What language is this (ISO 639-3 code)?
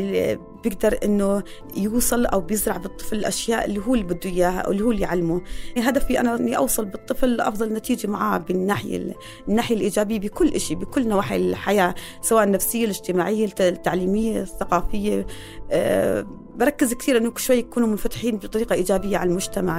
apc